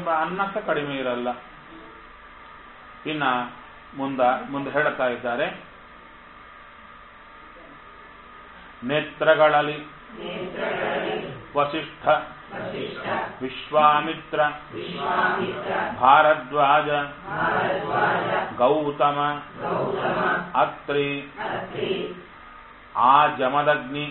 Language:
Kannada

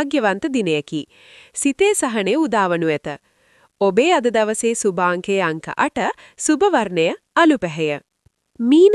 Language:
Sinhala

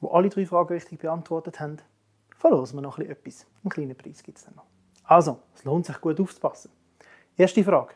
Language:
Swiss German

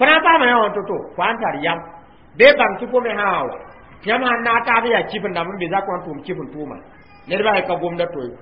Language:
Mossi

